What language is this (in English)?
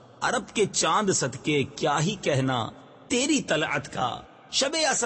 Urdu